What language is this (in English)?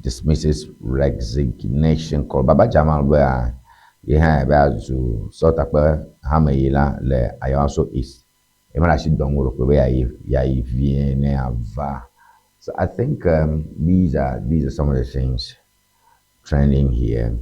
Ewe